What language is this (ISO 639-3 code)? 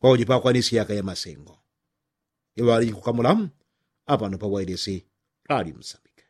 yao